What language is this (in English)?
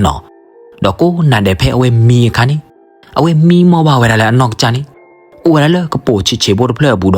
S'gaw Karen